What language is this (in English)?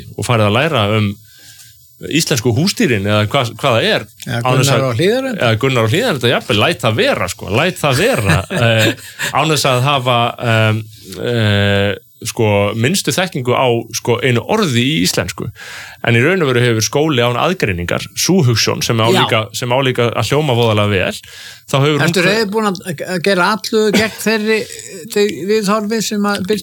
Icelandic